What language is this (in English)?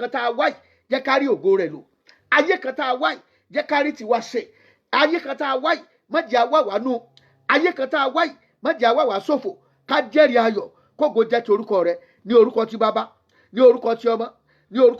Yoruba